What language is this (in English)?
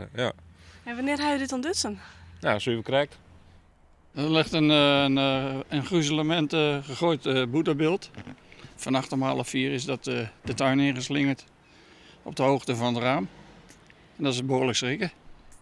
Western Frisian